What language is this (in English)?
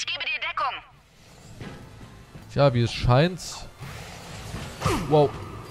German